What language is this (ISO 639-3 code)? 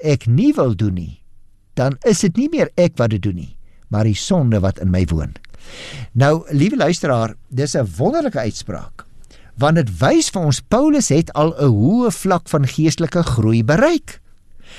afr